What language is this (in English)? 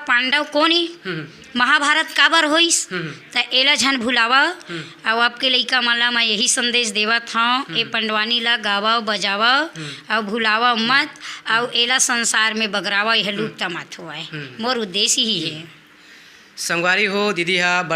Chhattisgarhi